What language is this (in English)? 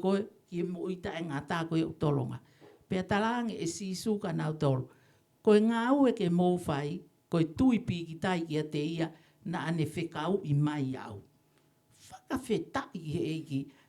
Tongan